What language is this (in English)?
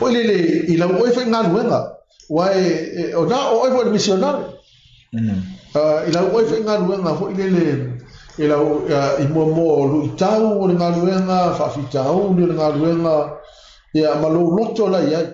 Samoan